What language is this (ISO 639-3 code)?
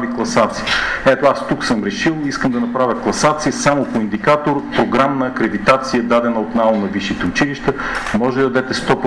bul